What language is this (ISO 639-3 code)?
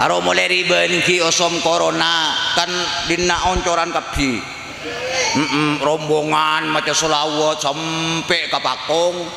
mad